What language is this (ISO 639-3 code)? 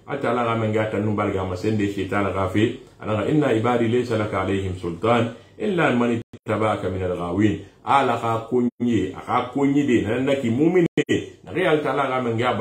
sus